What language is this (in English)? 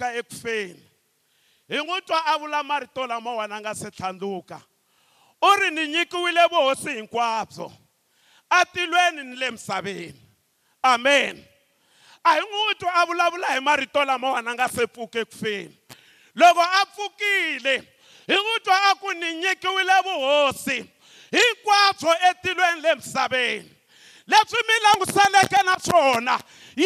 Tsonga